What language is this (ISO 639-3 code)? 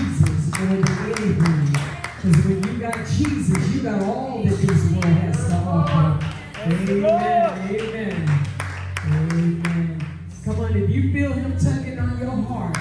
eng